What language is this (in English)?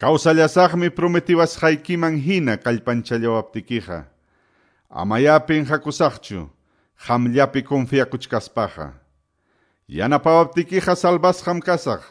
Quechua